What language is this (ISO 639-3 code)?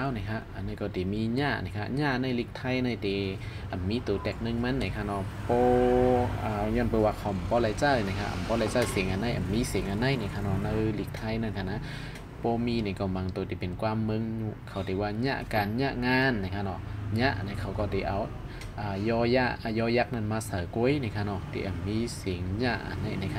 shn